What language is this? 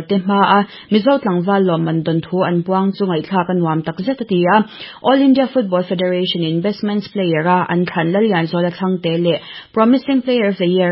Mizo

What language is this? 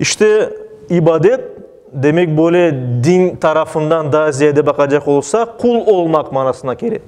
Crimean Tatar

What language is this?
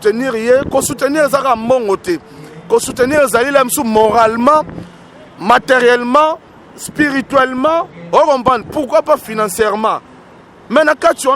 Lingala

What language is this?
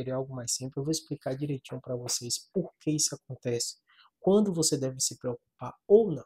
Portuguese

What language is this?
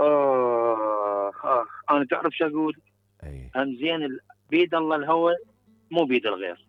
Mesopotamian Arabic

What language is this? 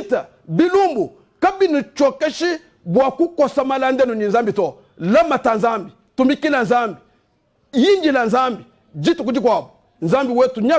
Luba-Lulua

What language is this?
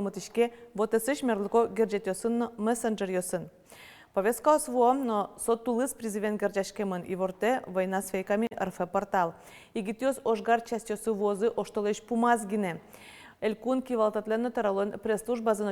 Udmurt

